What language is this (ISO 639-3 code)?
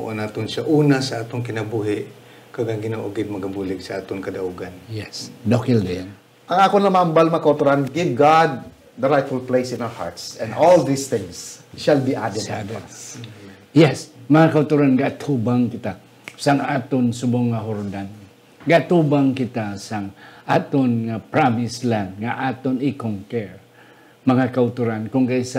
hil